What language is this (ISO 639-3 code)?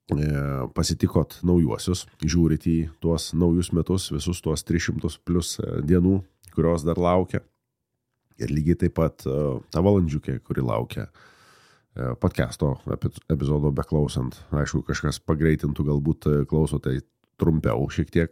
lit